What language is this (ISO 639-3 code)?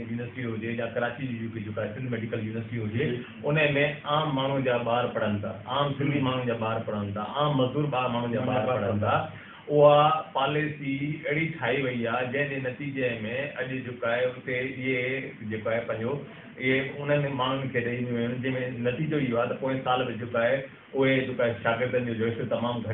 snd